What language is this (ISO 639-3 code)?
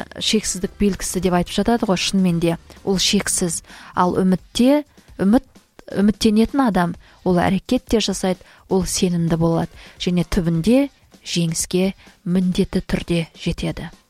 kaz